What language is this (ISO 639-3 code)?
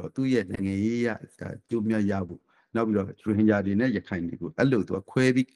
mya